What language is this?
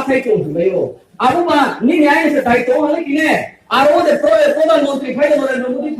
Riang (India)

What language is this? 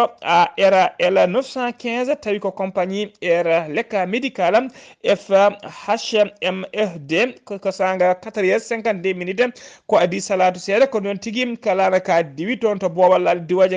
Fula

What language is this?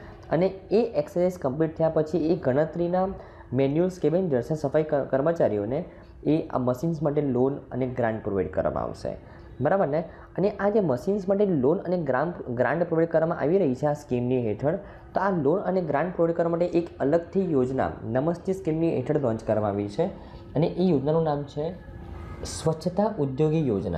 Gujarati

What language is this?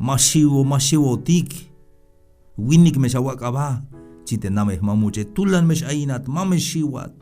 Tzeltal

